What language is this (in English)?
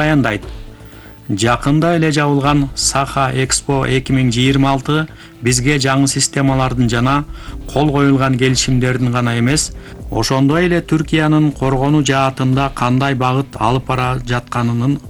Kyrgyz